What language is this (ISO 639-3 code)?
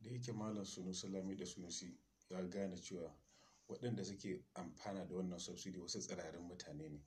hau